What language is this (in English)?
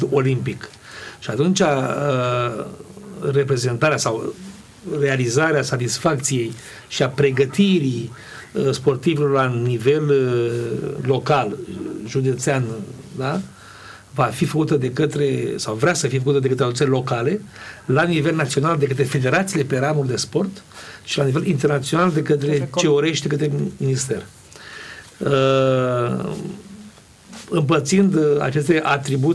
Romanian